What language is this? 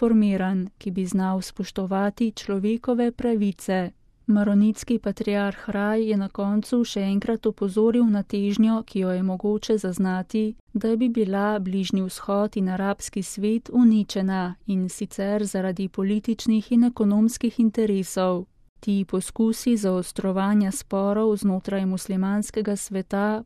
Slovenian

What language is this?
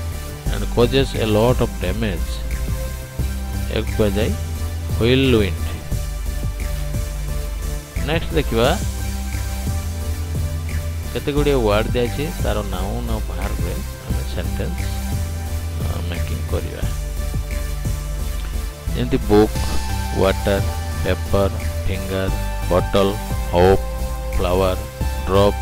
Odia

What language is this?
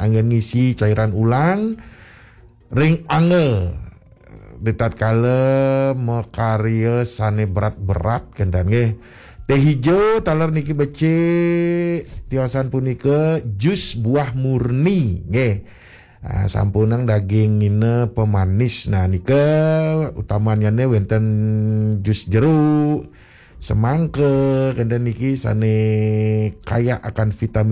Balinese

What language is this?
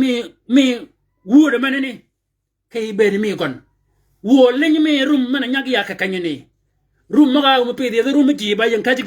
Shilluk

